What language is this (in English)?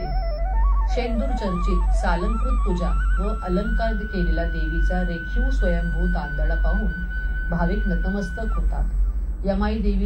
Marathi